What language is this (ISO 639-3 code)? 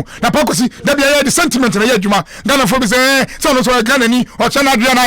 aka